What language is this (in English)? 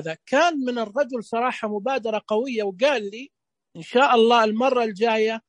Najdi Arabic